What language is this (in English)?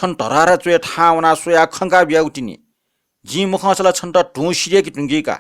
Newari